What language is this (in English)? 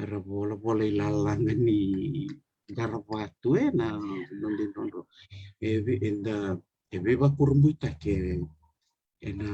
Fijian